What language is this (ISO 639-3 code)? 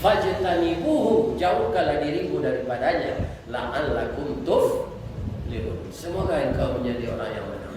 min